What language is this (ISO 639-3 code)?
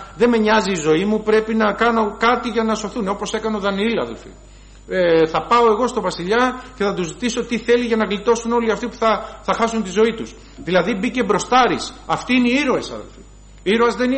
ell